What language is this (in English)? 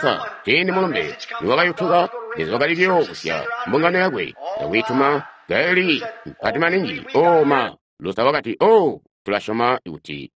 Tonga (Zambia)